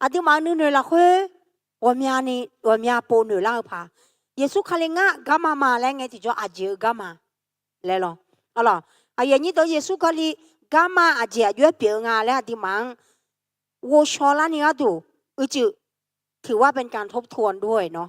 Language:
Akha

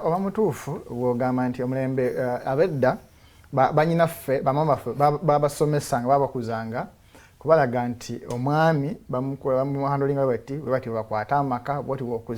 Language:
Ganda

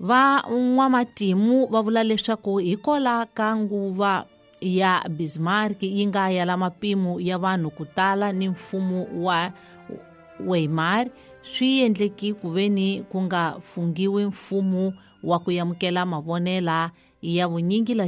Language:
Tsonga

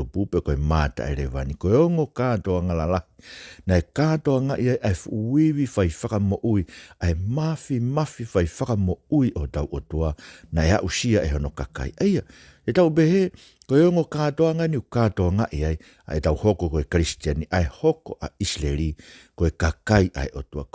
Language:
Tongan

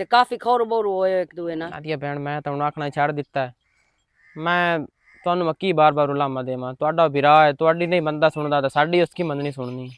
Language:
Western Panjabi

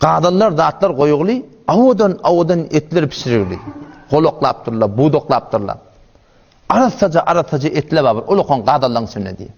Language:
Turkmen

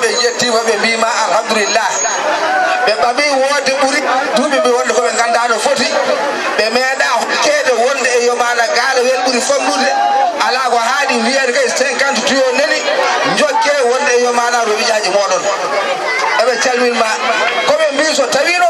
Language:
Fula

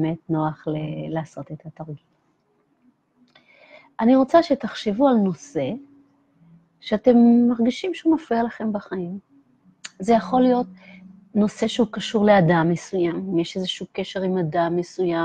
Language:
Hebrew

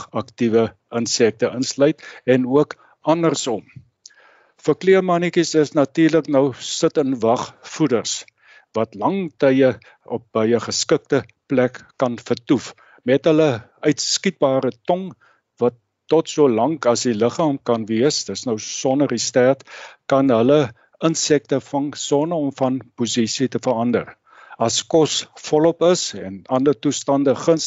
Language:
Afrikaans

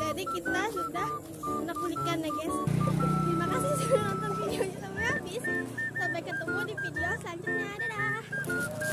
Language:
Banjar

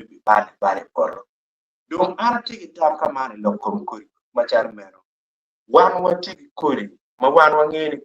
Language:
Acoli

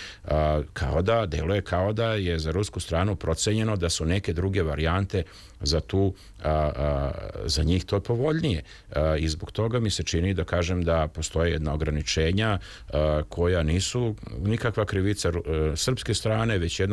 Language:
Serbian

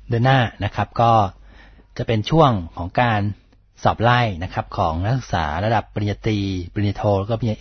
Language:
Thai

